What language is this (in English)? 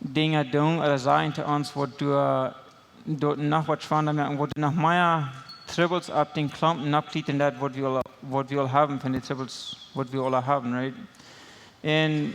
Plautdietsch